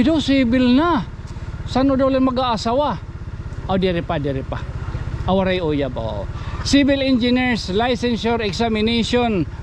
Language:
Waray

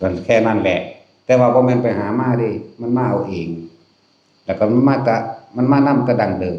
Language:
Northeastern Thai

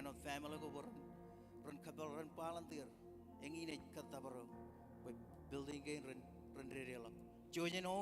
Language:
Marshallese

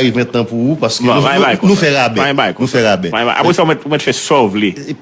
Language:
Haitian Creole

